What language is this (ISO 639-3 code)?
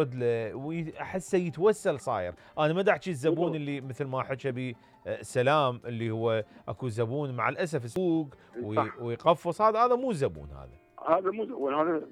acm